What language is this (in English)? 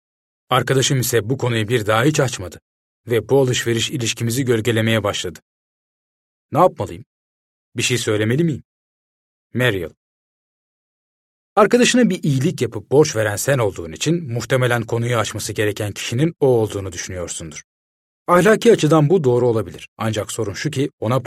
Turkish